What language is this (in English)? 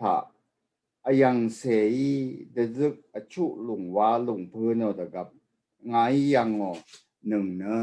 Rawang